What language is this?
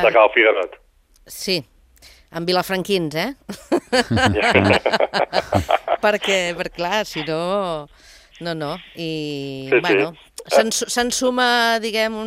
Catalan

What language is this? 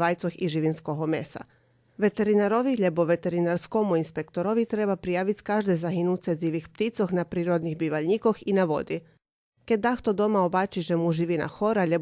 Rusyn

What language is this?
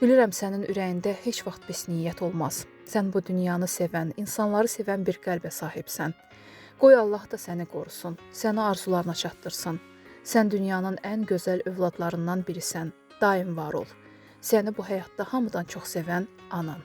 Azerbaijani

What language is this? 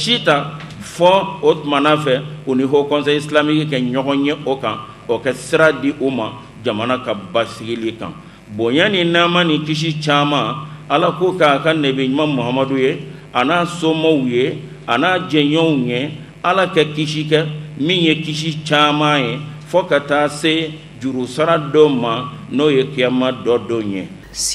Bambara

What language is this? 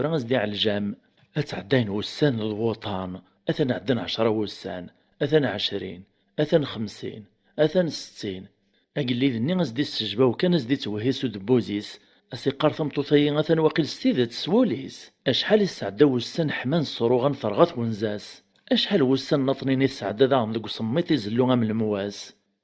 Kabyle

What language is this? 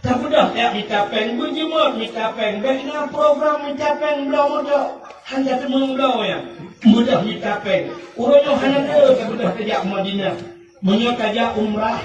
Achinese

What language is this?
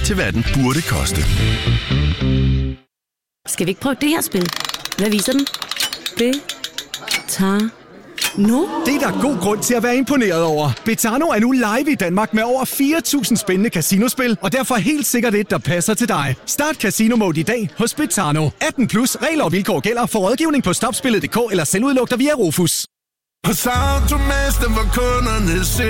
Danish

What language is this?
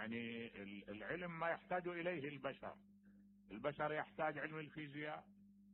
Mesopotamian Arabic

